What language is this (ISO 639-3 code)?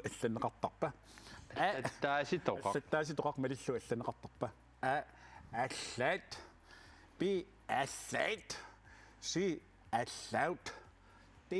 kal